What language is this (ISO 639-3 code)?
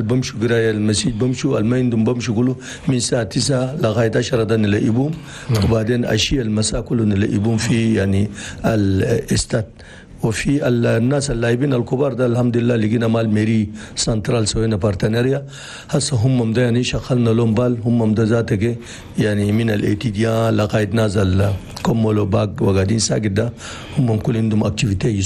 shu